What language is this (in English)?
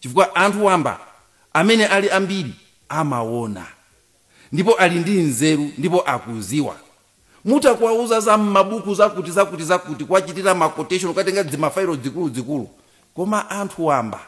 Nyanja